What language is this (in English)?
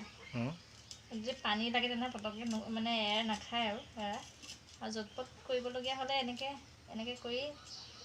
Assamese